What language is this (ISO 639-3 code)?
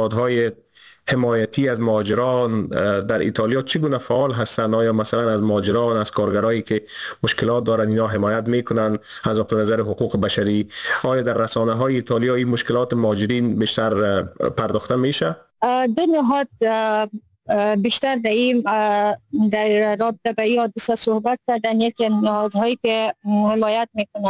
fas